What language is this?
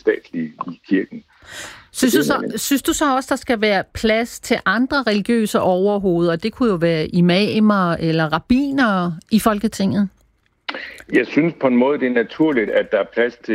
Danish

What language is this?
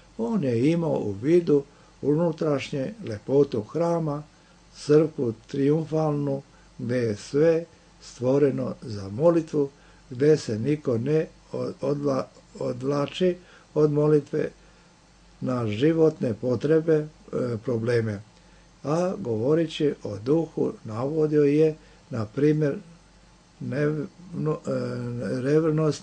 Serbian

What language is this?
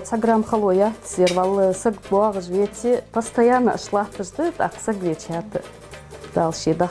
Ingush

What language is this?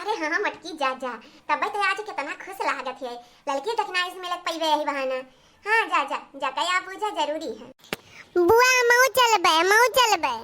Awadhi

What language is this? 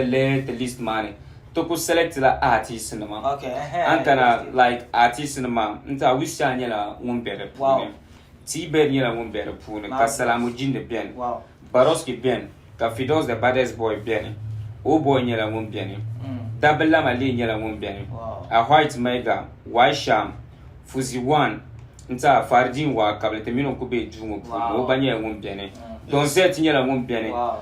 Dagbani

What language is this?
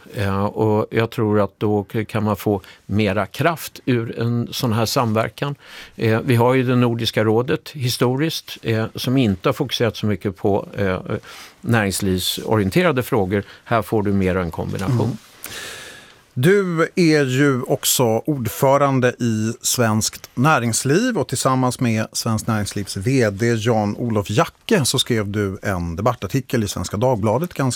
Swedish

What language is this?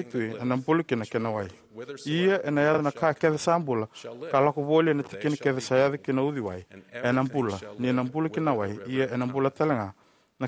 Fijian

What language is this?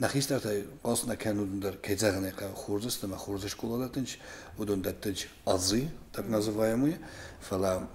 Ossetic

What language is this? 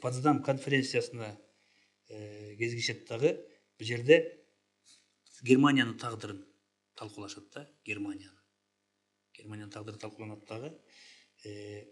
Kyrgyz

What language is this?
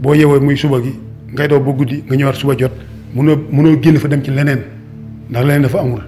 Wolof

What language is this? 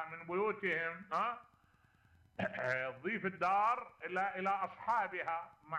Mesopotamian Arabic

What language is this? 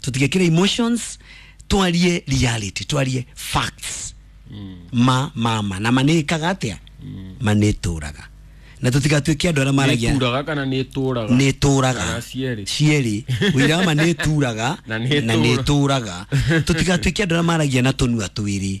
Kikuyu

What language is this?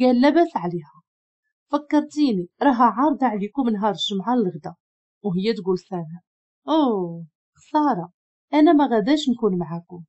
Moroccan Arabic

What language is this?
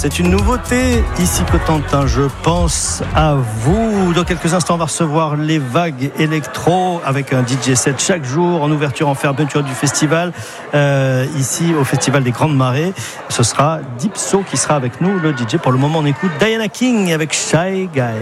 French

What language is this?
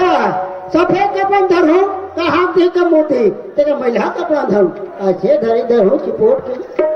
Chhattisgarhi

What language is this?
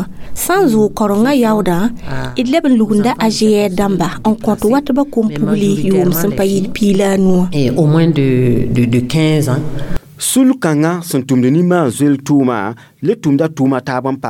Mossi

